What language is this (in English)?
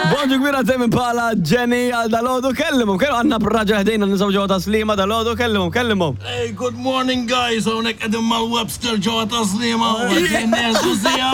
Maltese